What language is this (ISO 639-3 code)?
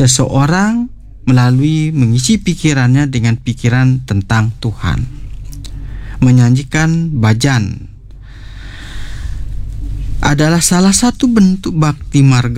ind